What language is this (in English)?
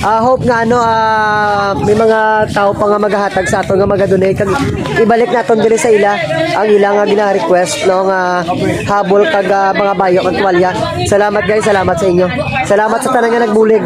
Hiligaynon